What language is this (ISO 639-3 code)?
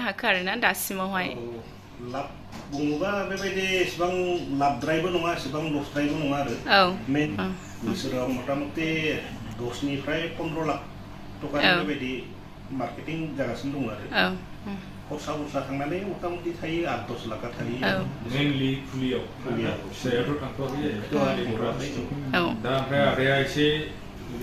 brx